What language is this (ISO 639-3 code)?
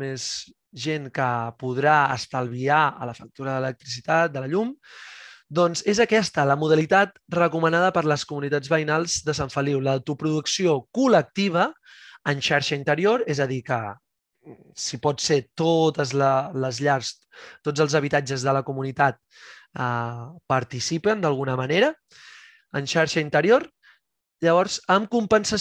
cat